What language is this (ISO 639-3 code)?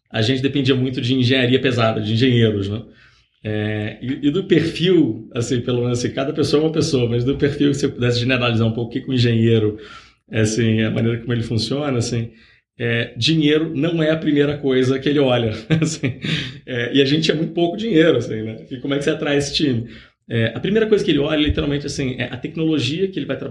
por